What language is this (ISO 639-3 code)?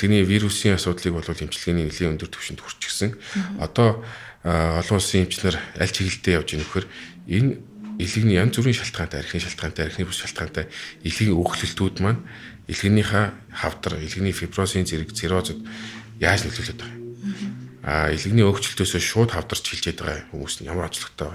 mon